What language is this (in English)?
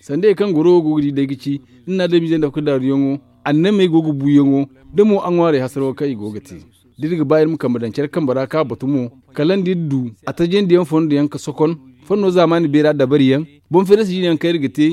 Zarma